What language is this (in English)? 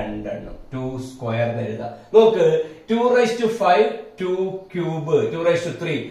Malayalam